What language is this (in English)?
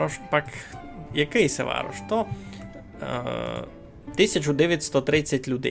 Rusyn